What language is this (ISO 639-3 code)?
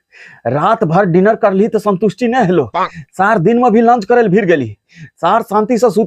mai